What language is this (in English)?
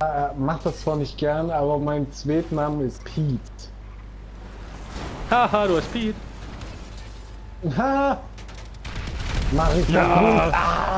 German